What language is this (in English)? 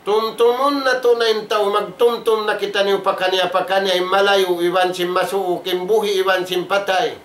Tausug